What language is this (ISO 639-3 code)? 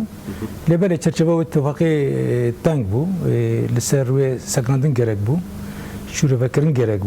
kur